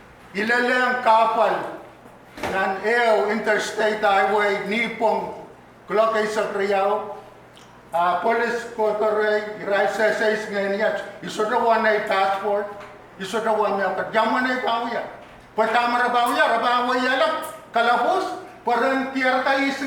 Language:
Pohnpeian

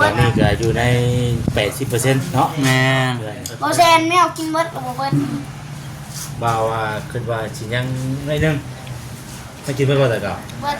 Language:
Lao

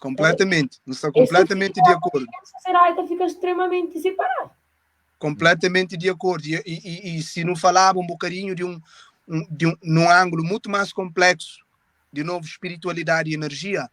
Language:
Kabuverdianu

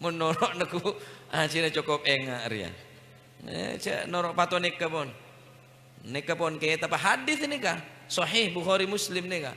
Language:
Madurese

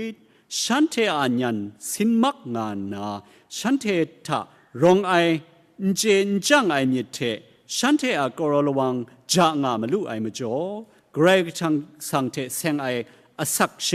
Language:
Kachin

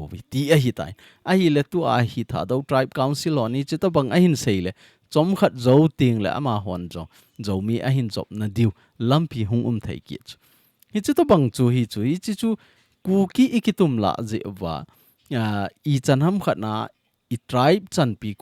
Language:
Thado Chin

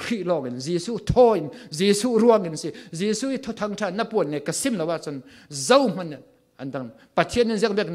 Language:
Falam Chin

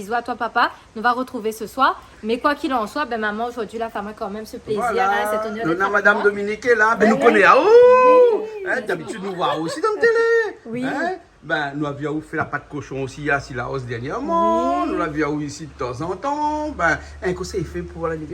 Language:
Réunion Creole French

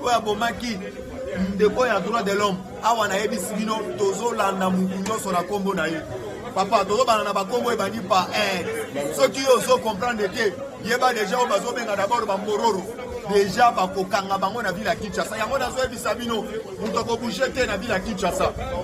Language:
Lingala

